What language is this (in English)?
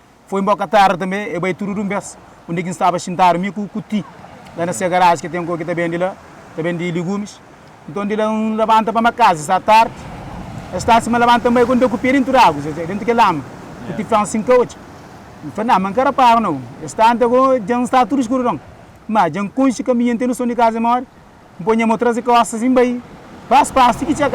Kabuverdianu